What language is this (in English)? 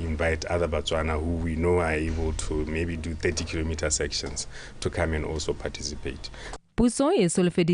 Tswana